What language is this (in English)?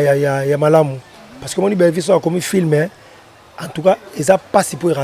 Lingala